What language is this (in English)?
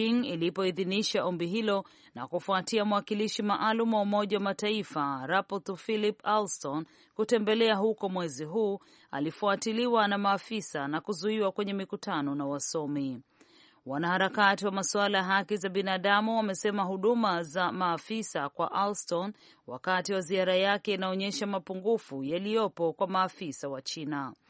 Swahili